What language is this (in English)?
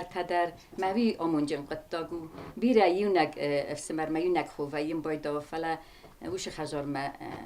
Ossetic